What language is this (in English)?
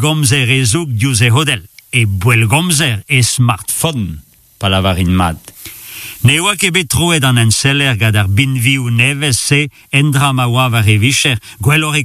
Breton